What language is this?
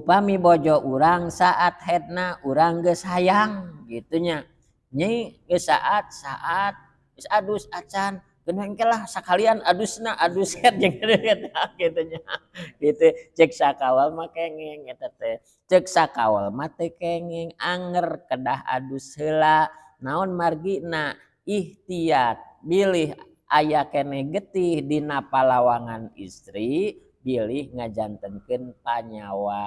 Sundanese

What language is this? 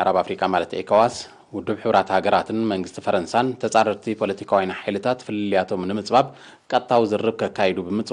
Tigrinya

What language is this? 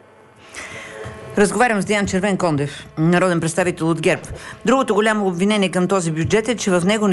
Bulgarian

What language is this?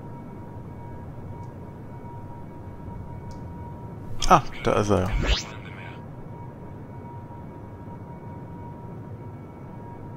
German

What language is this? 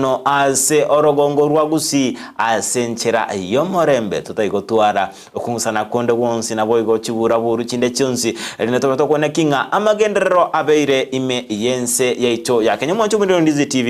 Gusii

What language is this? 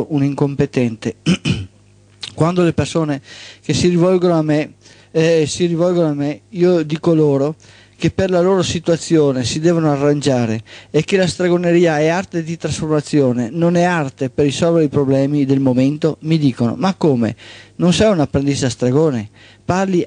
Italian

